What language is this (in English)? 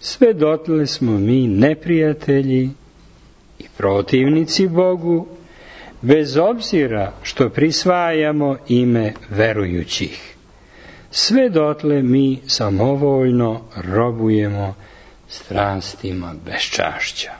Serbian